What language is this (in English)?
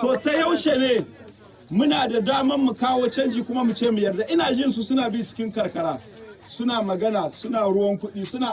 Hausa